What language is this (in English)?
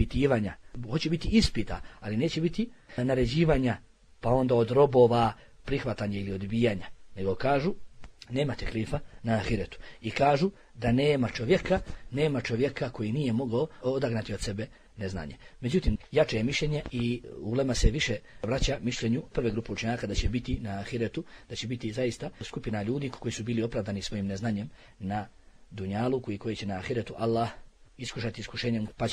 Bosnian